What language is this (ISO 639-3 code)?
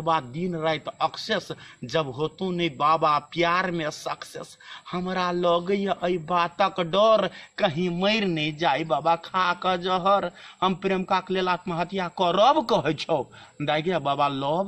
mai